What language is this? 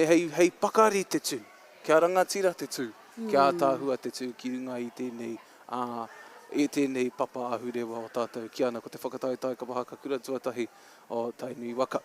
Māori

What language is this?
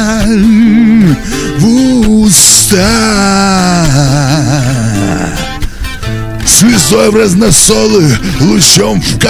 Russian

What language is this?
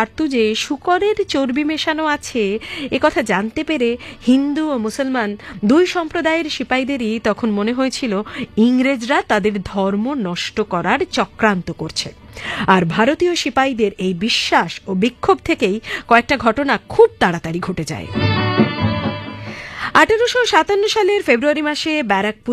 Bangla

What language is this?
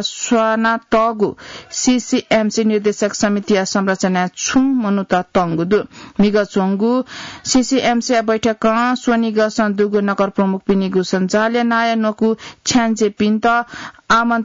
Newari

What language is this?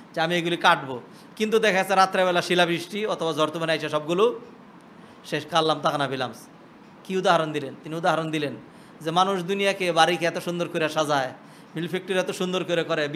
Bangla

